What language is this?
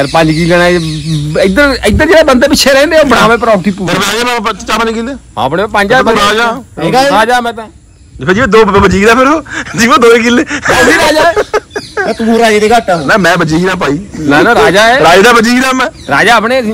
Punjabi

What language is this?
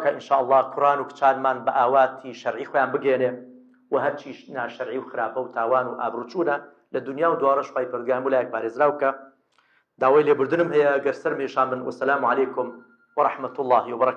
Central Kurdish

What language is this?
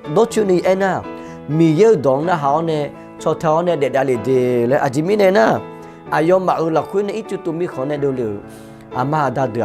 Akha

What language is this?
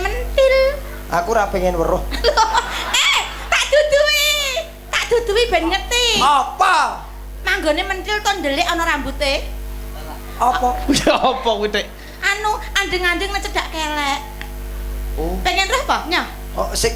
Javanese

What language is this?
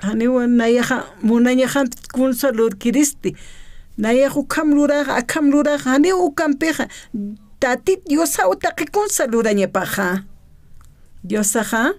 Aymara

